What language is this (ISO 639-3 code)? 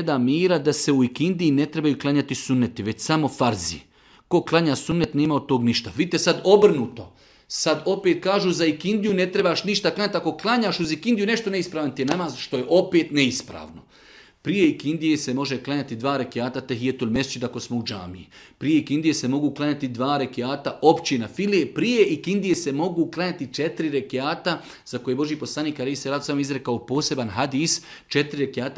srp